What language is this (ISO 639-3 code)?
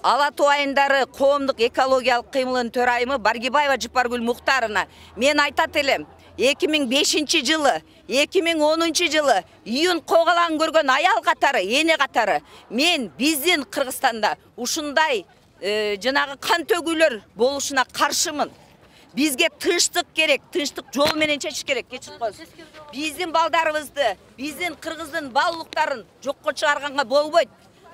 kir